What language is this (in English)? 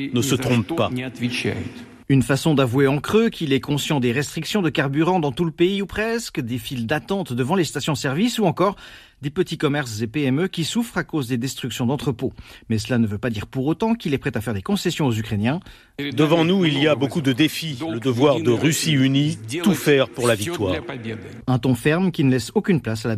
French